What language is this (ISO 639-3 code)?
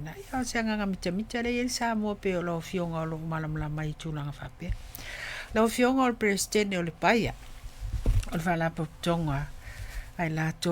smo